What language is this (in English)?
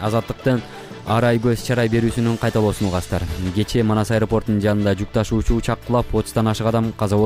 Kyrgyz